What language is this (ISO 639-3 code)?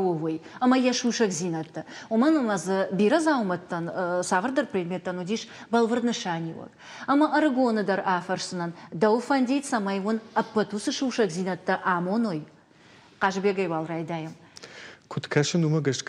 oss